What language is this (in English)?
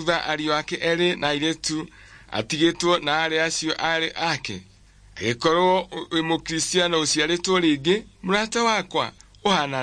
Kikuyu